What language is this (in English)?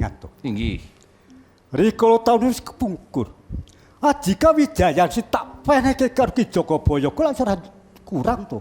Javanese